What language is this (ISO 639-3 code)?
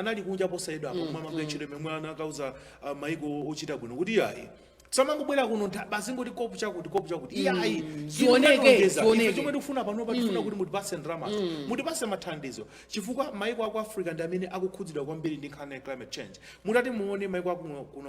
nya